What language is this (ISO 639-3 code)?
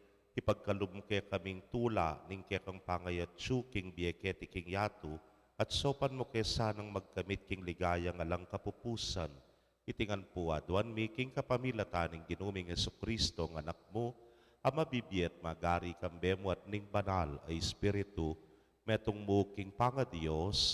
pam